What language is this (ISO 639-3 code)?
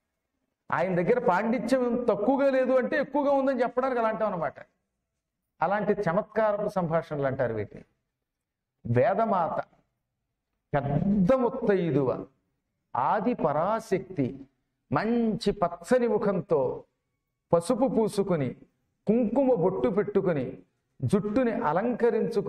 tel